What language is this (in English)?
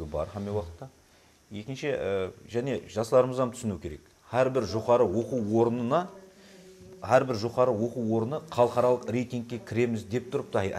Kara-Kalpak